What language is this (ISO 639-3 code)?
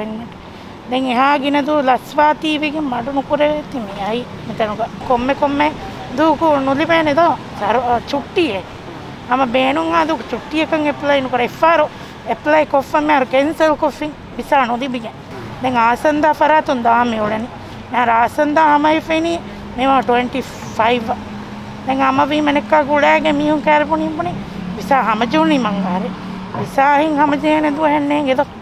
div